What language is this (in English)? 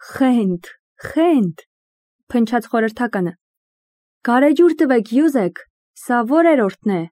Armenian